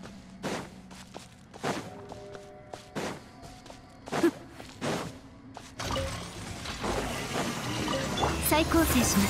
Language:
Japanese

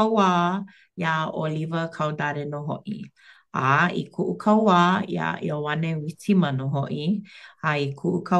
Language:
Hawaiian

